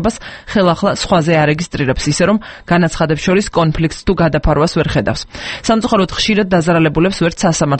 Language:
Georgian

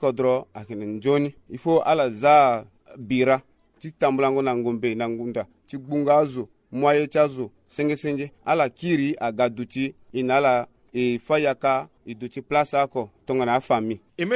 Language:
Sango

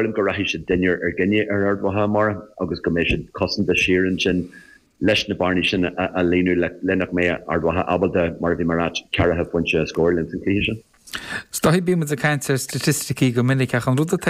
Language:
Irish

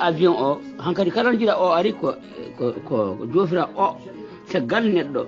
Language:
Fula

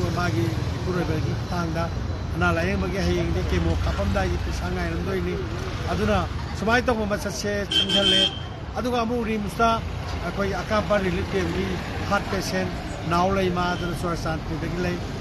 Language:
Manipuri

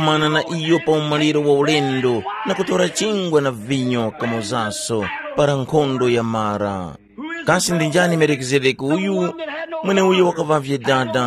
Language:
Tumbuka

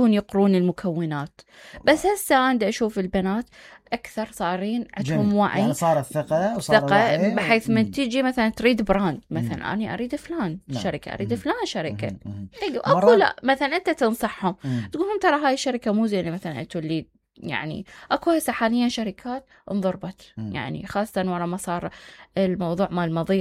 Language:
Mesopotamian Arabic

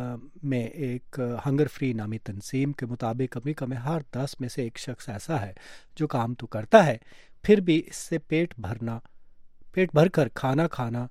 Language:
Urdu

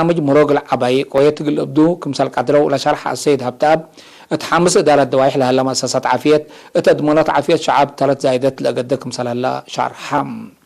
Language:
Tigre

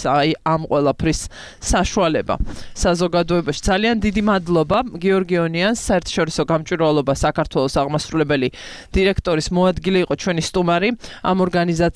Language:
Georgian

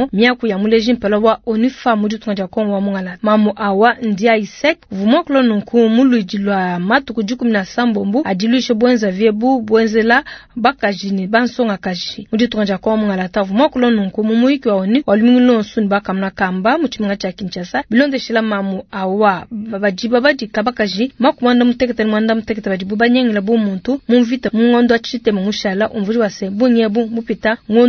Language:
Luba-Lulua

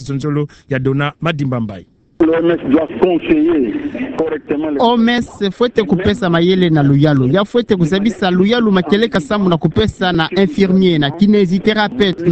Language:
Kituba (Democratic Republic of Congo)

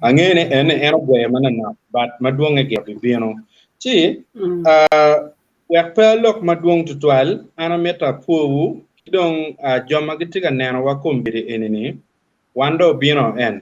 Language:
Acoli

